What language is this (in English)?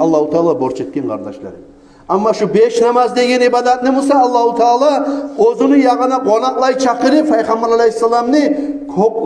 Kumyk